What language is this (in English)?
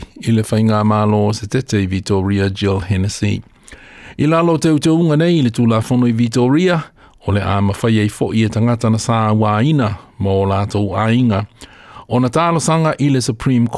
Samoan